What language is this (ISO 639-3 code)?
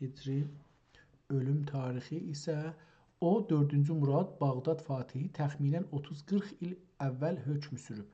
azb